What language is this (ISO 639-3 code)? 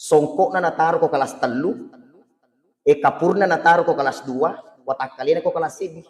bug